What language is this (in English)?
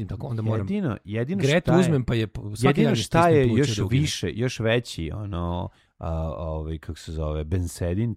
Serbian